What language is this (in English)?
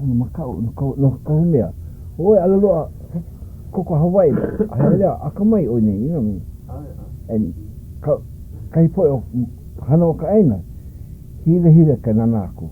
Hawaiian